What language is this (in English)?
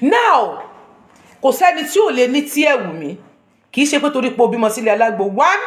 Yoruba